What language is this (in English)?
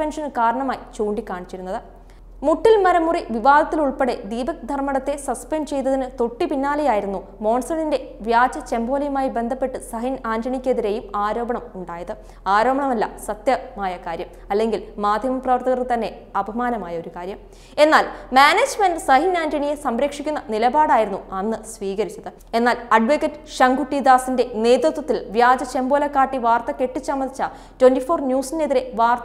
Malayalam